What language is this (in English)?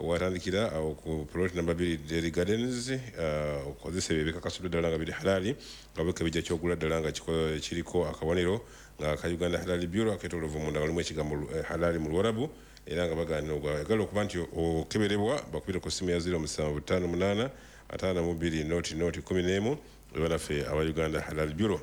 Ganda